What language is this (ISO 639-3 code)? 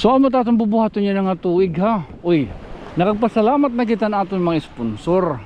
war